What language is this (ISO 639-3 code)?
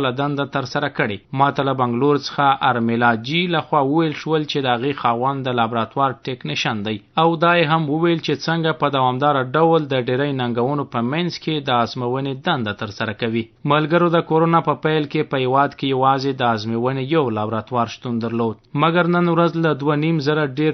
pus